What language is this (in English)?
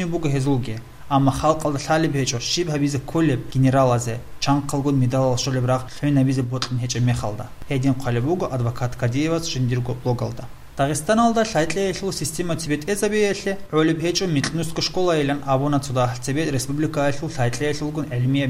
Avaric